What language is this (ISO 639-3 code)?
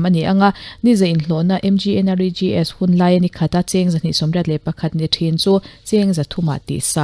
lus